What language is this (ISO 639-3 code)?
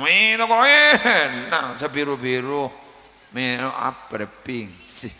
mad